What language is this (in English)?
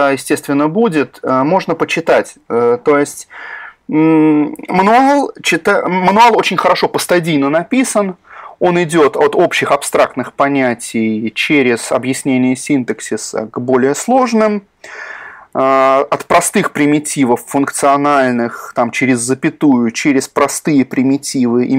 Russian